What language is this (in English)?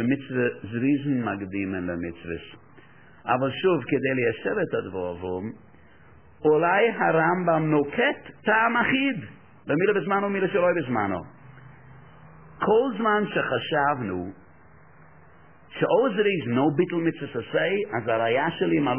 Hebrew